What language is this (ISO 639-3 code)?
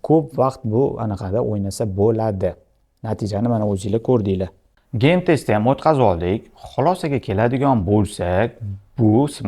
uzb